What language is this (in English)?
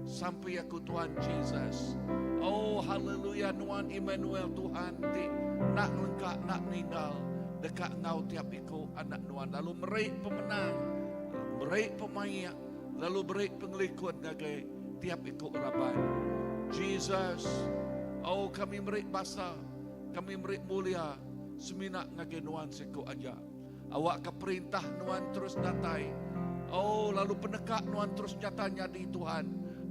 Iban